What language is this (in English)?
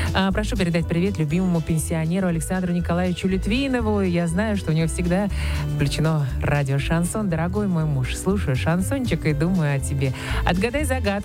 Russian